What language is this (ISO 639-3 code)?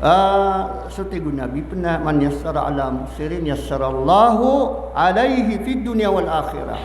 mrw